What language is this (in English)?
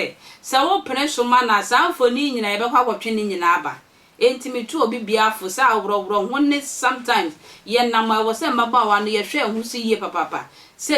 Akan